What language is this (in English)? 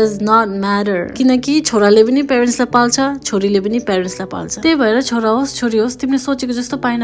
Nepali